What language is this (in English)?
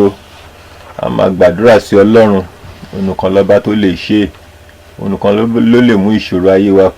Yoruba